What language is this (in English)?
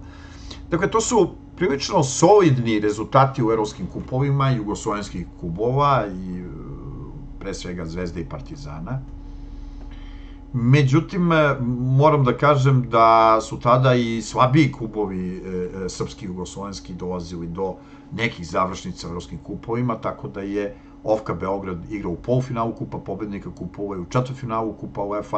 Serbian